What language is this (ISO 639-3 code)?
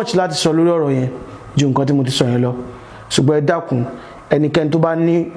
yor